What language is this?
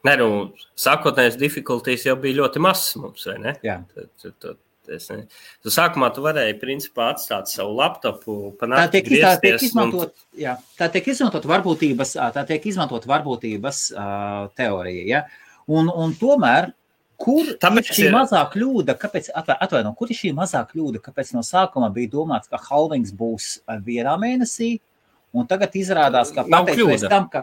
Latvian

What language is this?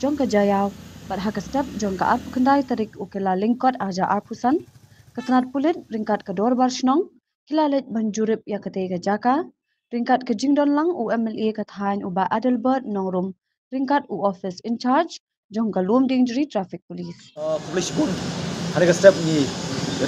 Khasi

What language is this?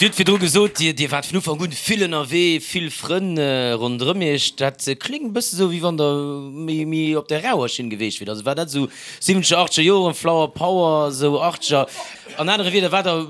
Luxembourgish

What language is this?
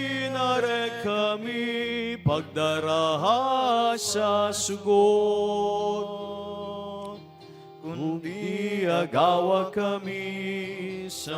Bikol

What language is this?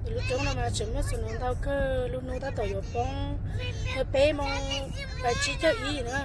Hmong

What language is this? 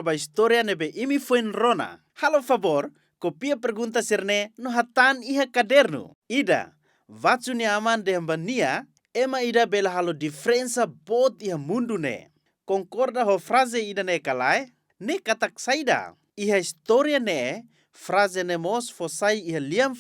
Tetum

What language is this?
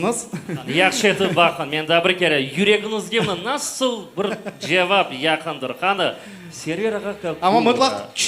Crimean Tatar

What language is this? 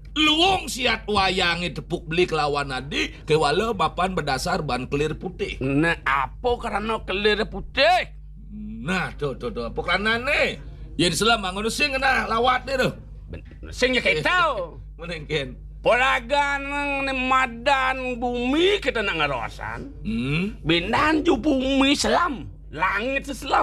Balinese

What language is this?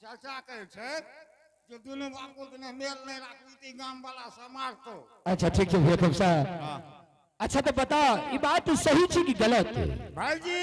Angika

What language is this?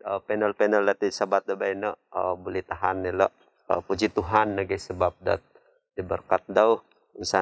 Central Dusun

